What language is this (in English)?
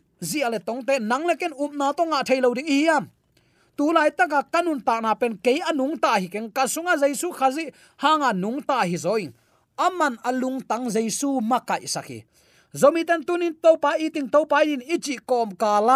Tedim Chin